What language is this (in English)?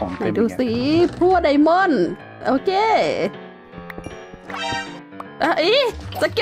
Thai